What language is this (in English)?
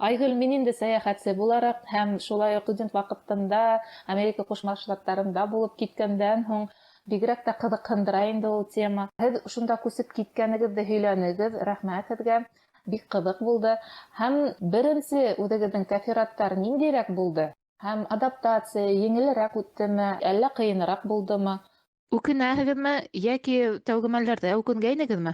Bashkir